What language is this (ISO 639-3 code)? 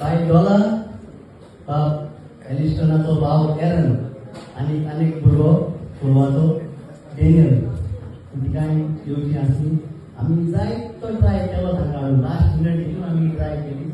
kok